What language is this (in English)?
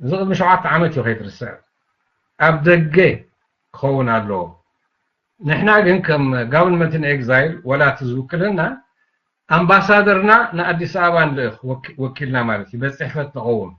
Tigrinya